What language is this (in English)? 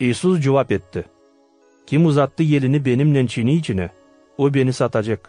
Gagauz